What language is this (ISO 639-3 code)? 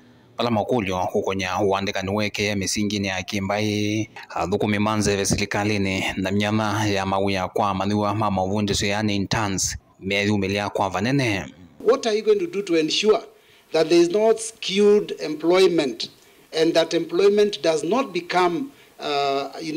kam